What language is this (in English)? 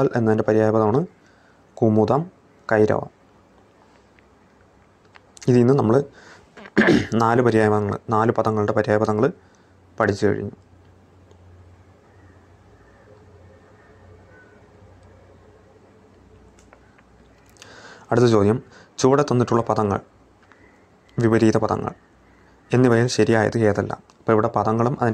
Malayalam